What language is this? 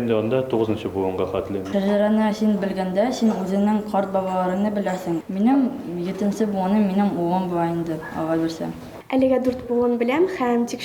Bashkir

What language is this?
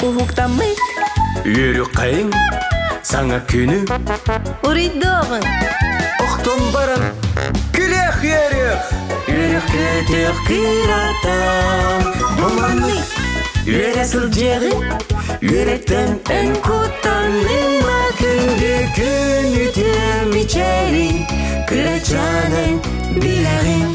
Yakut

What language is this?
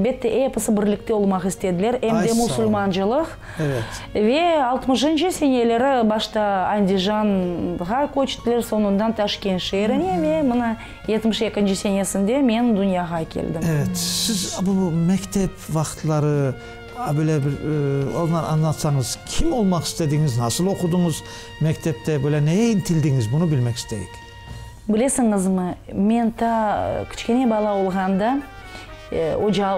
Crimean Tatar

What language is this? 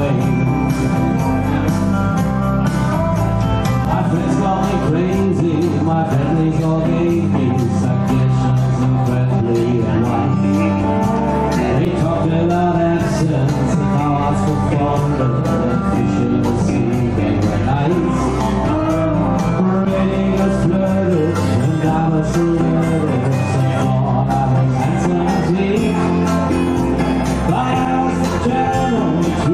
English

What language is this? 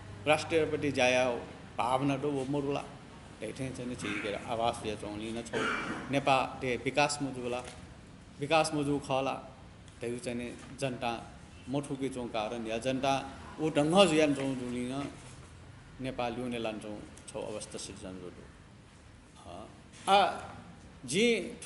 Newari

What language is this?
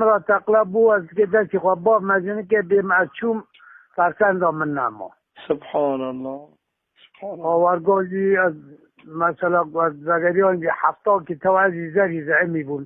Kurdish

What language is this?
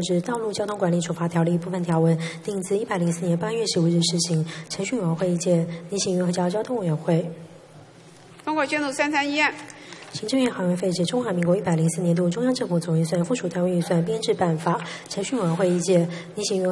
Chinese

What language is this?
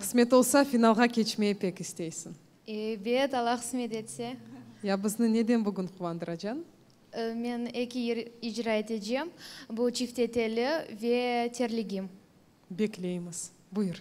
Crimean Tatar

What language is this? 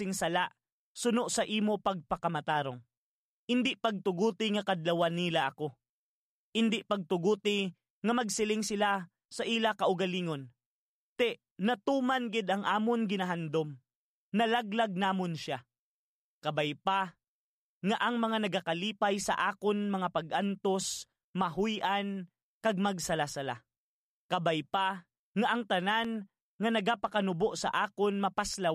Hiligaynon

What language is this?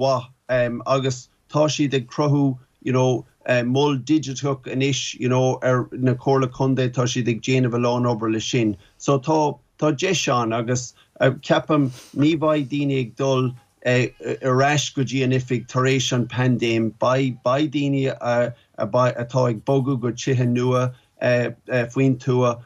Irish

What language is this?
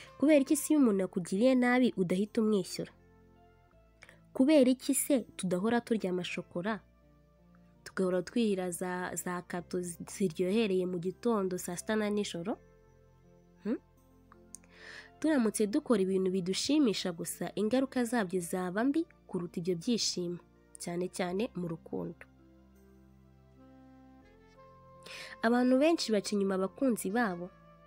Kinyarwanda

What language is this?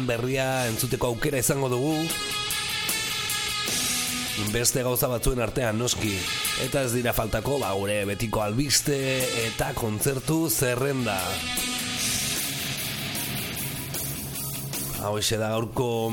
Basque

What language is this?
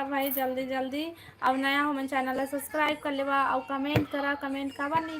Chhattisgarhi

